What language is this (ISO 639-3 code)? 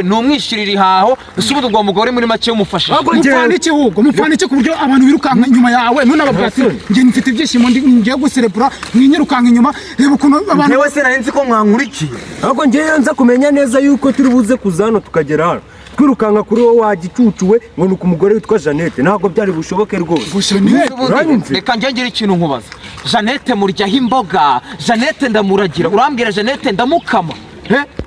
kin